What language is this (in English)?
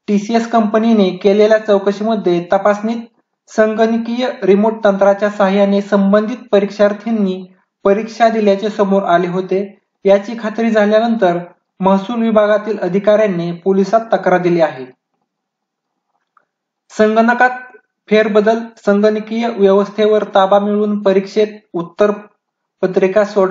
Marathi